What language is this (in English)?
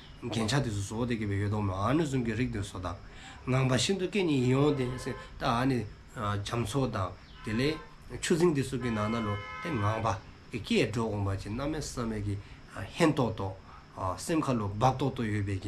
Dzongkha